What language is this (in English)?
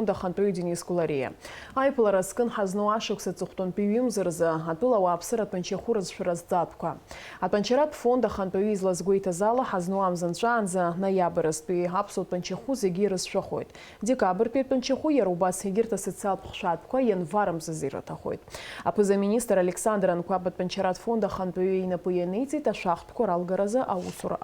Abkhazian